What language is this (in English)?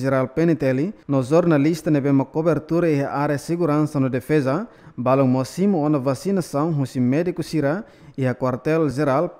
Tetum